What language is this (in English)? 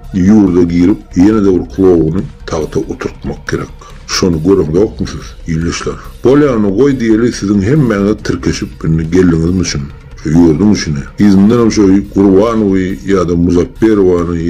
Turkmen